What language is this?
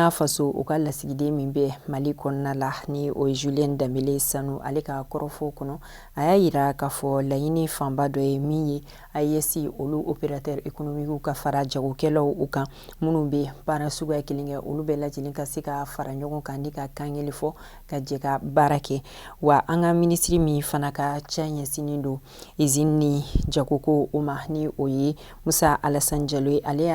Bambara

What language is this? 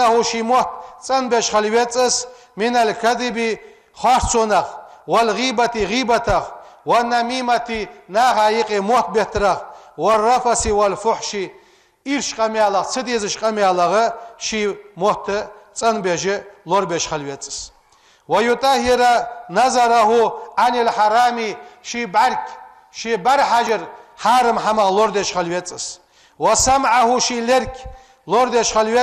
Ingush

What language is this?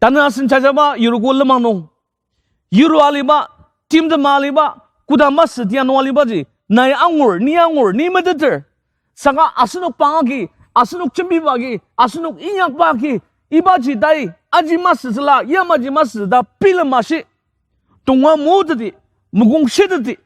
Ao Naga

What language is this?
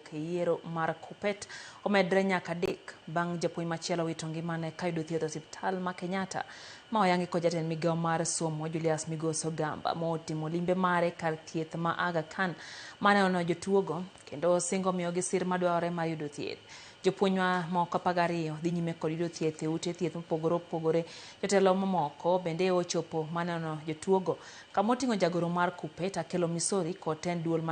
Luo (Kenya and Tanzania)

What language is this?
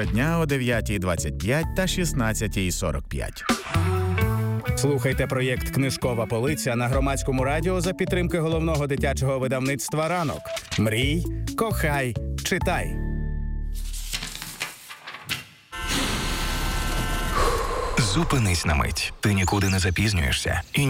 Ukrainian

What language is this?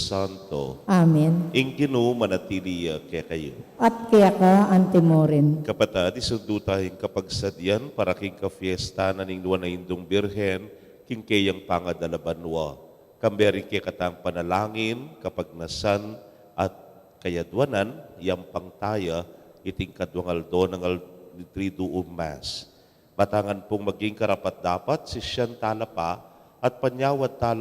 Pampanga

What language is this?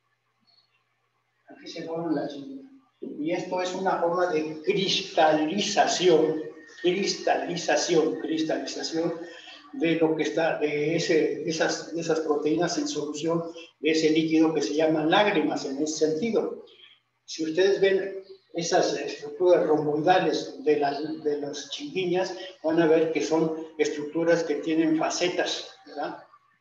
Spanish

